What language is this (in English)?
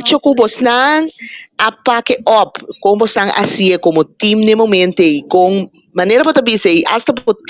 Papiamento